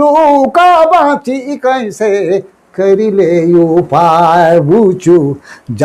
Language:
Sadri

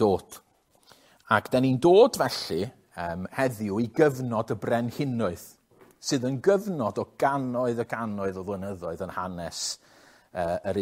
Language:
Welsh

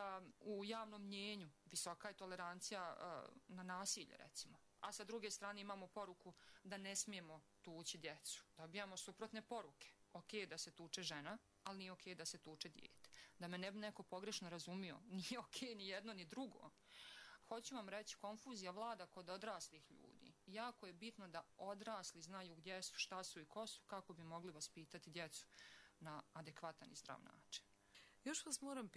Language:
Bosnian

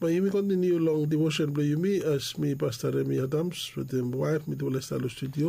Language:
Bislama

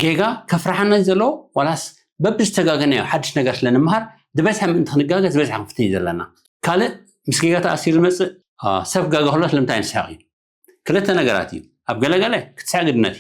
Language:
Tigrinya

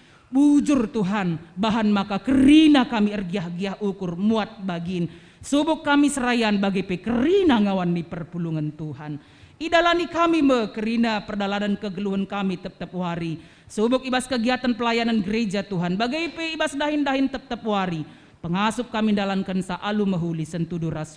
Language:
Batak Karo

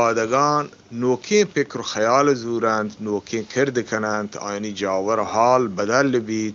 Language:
Eastern Balochi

